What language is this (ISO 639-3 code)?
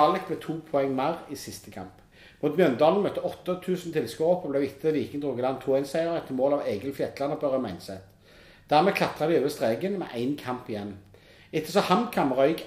nor